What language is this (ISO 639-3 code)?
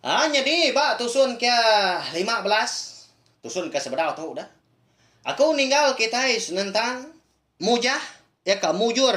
iba